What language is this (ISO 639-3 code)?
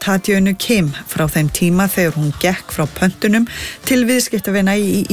isl